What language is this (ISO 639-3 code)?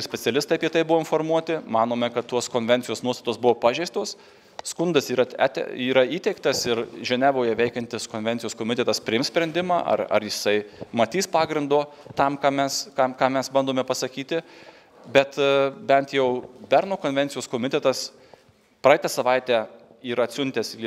lit